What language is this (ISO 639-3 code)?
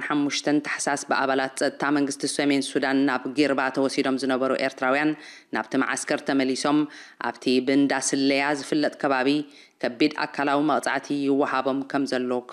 tir